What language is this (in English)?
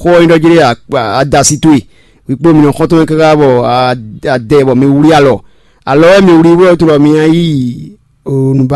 Fon